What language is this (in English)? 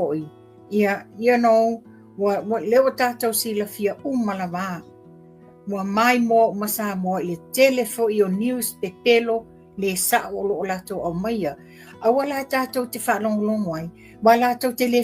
Samoan